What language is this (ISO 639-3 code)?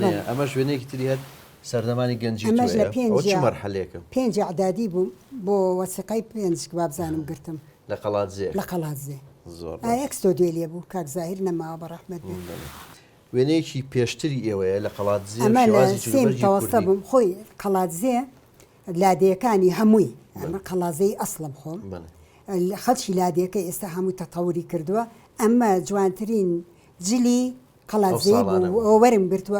ckb